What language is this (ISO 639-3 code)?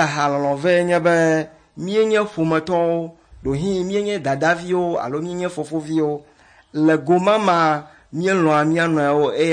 ewe